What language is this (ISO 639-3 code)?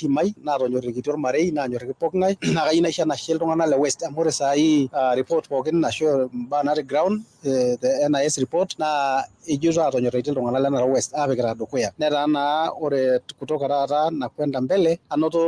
mas